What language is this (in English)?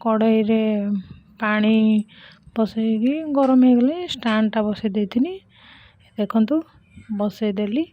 Odia